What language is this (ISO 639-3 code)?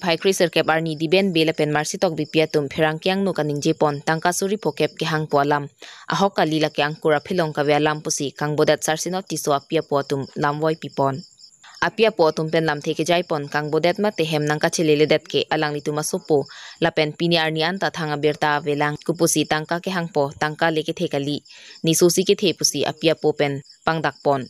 mjw